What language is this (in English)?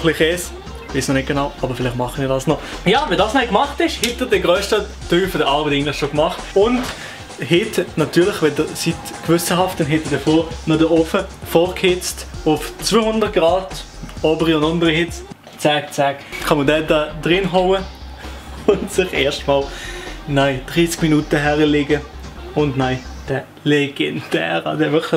Swiss German